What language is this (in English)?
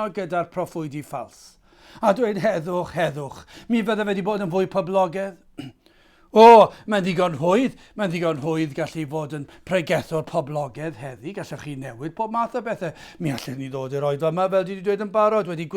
Welsh